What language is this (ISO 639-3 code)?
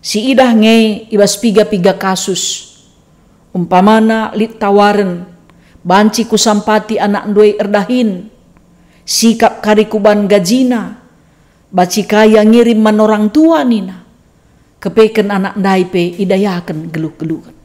btx